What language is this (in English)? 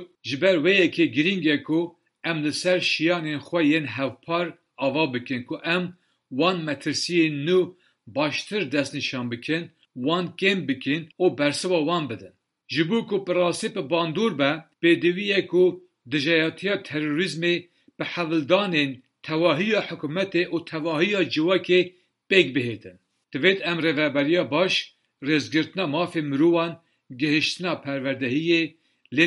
Kurdish